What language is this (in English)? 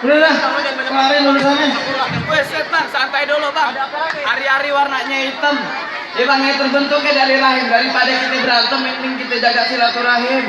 Betawi